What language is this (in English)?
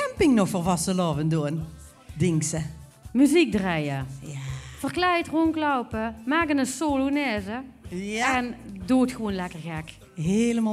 Limburgish